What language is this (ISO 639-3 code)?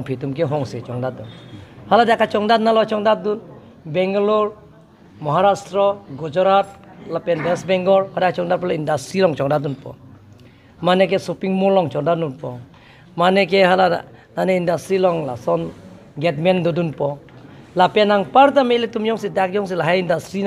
mjw